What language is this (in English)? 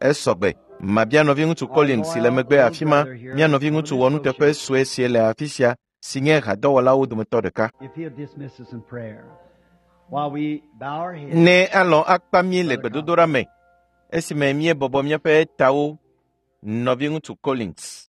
Ewe